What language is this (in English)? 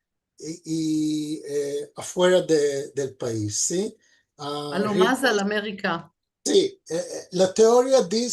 Ladino